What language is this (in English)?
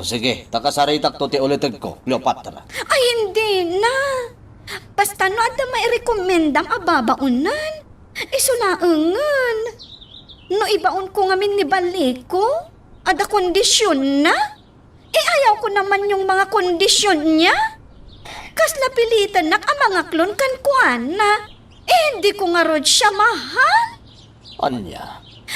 Iloko